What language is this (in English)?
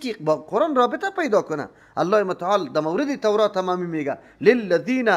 Persian